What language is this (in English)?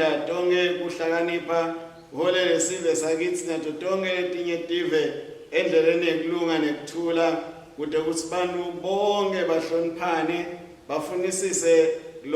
Swati